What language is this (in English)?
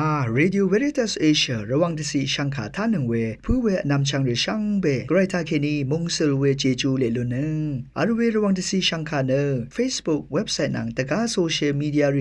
Rawang